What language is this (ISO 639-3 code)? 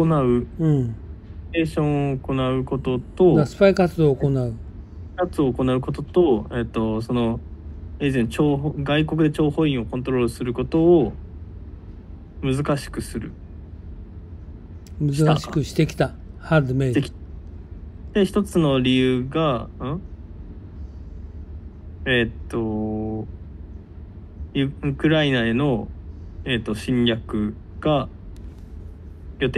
jpn